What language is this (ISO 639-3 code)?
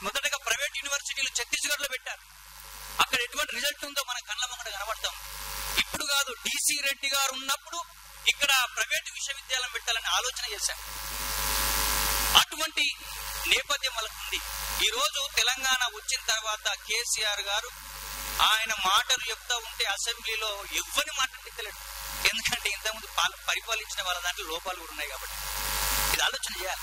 tel